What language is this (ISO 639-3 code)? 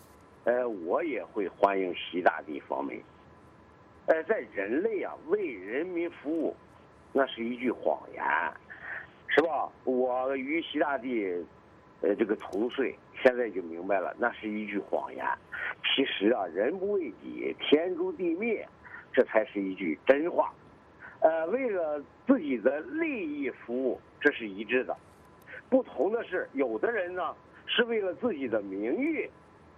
zho